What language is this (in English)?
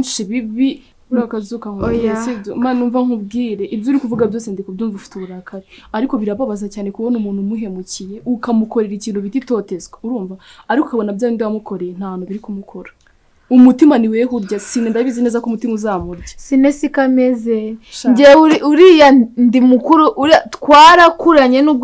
Kinyarwanda